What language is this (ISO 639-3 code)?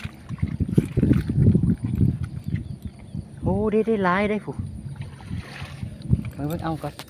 lao